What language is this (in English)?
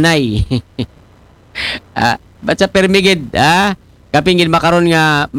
Aklanon